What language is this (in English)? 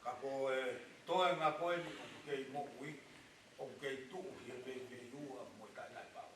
Tongan